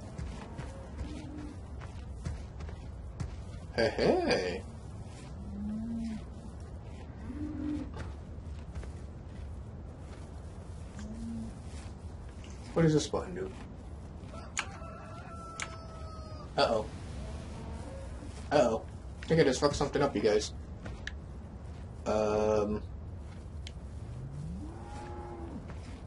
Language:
English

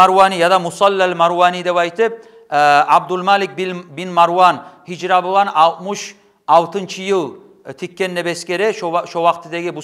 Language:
Kumyk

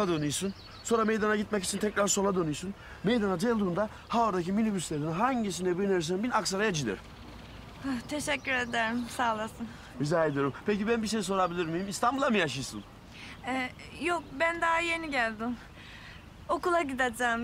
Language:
Turkish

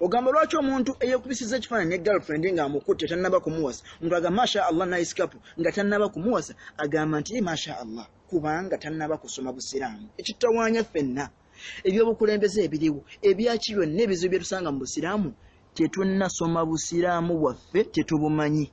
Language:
Ganda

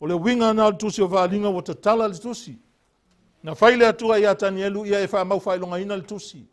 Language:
Samoan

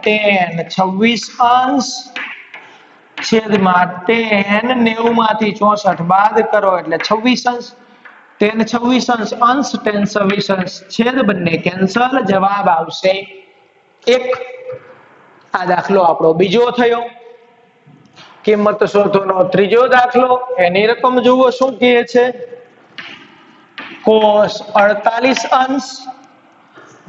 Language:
Gujarati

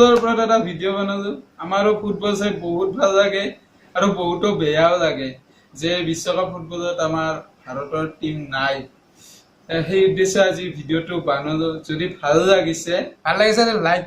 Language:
Assamese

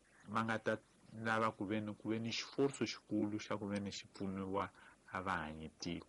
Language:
Tsonga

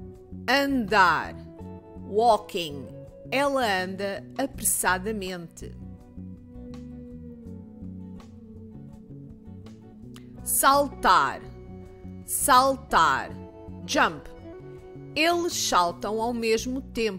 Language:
Portuguese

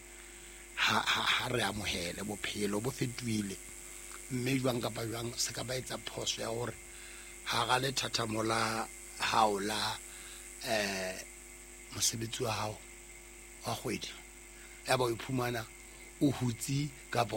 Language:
Southern Sotho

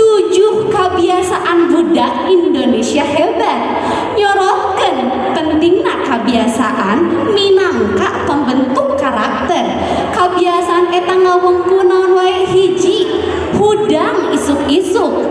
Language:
Sundanese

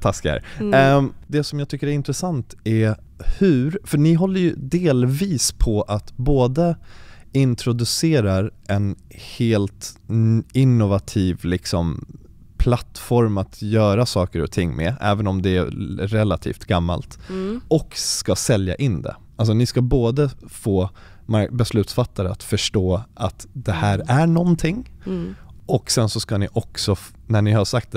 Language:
Swedish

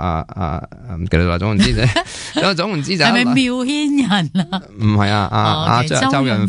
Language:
Cantonese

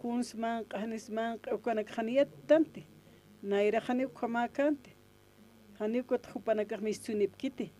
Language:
Aymara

